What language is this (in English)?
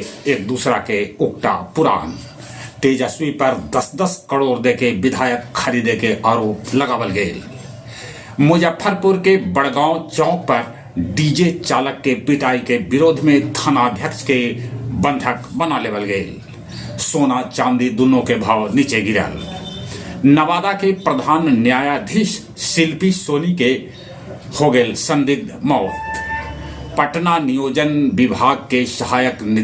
Magahi